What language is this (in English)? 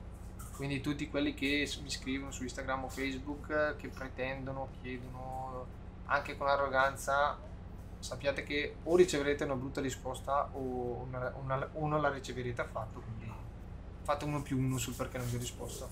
Italian